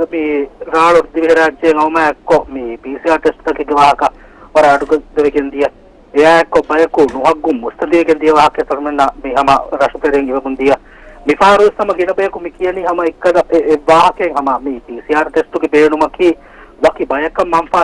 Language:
Divehi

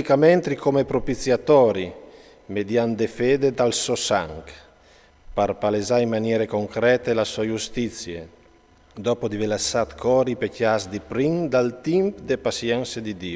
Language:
Friulian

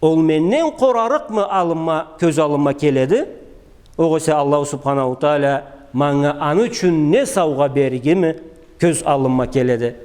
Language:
Karachay-Balkar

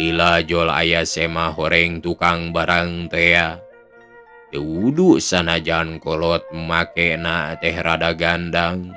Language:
Sundanese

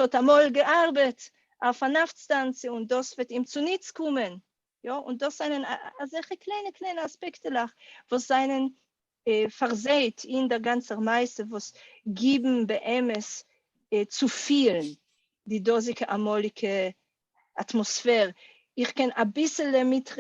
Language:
Yiddish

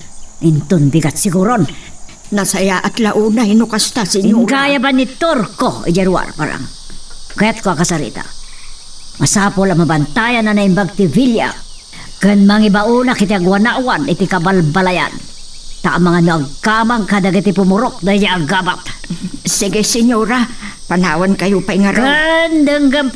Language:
Iloko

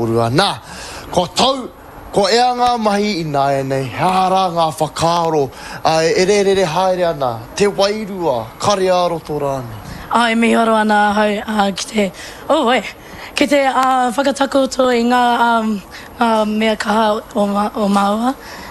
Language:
Māori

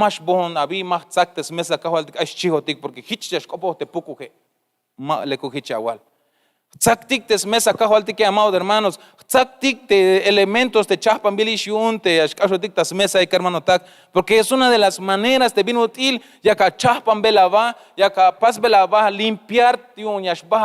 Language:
Tzeltal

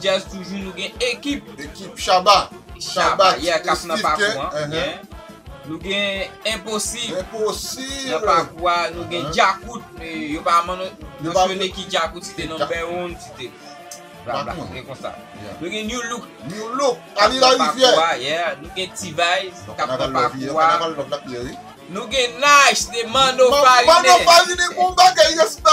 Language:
Haitian Creole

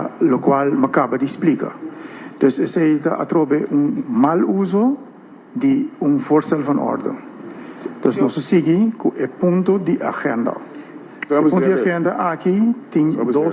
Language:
Papiamento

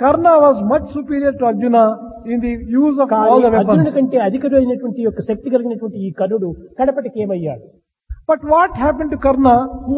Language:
Telugu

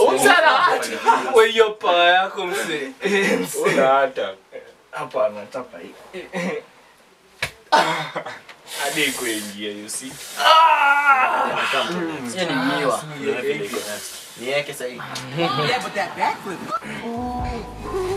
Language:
Swahili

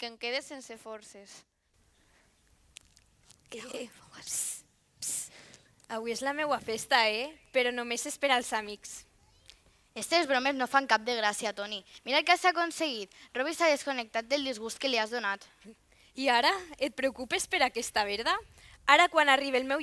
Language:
Catalan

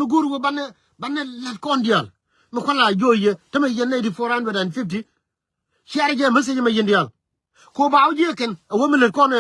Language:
Nuer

